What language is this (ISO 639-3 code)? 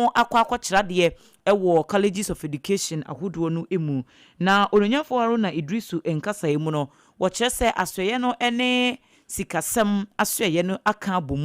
aka